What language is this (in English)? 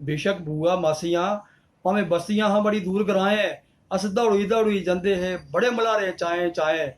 Dogri